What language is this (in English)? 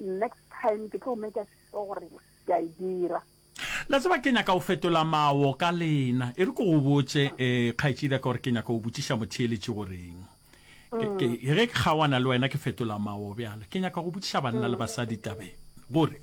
Northern Sotho